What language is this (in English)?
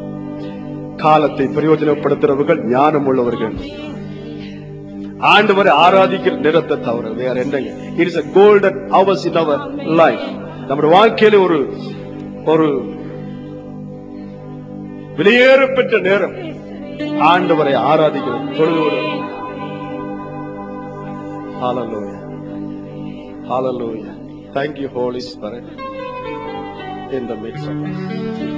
Tamil